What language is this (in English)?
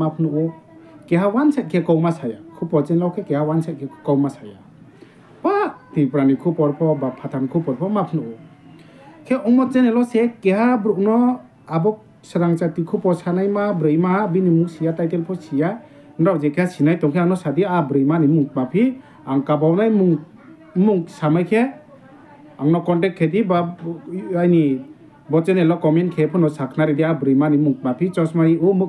Riang (India)